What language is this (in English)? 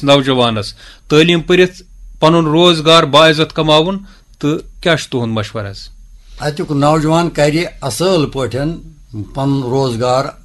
Kashmiri